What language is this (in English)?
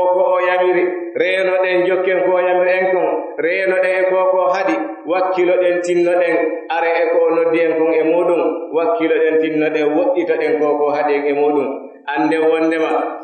Pular